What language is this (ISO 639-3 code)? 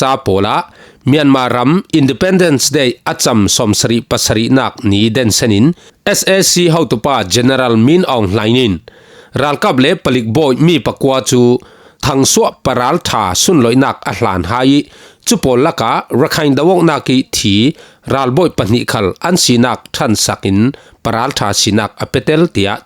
cfm